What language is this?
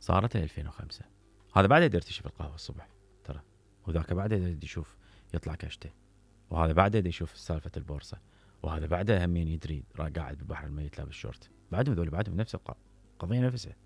Mesopotamian Arabic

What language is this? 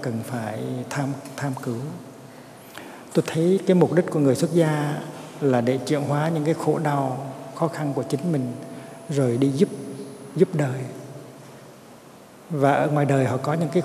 Vietnamese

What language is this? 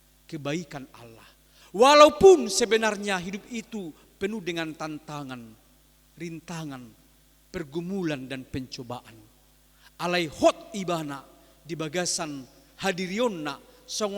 Batak Toba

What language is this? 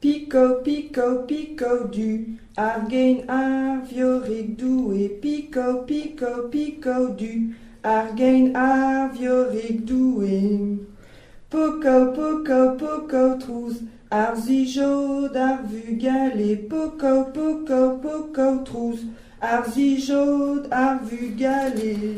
Breton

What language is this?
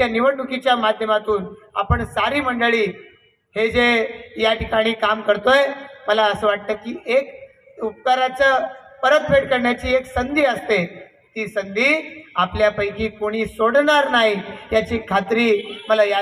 Marathi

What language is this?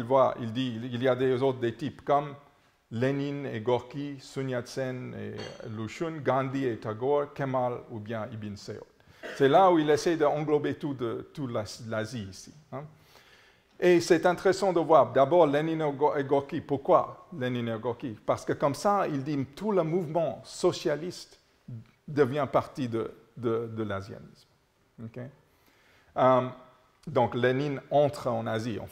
French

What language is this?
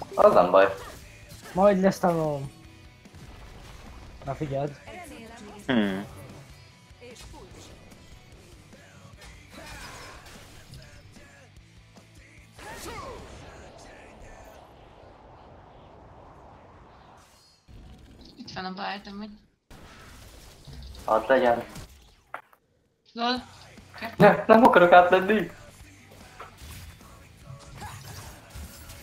Hungarian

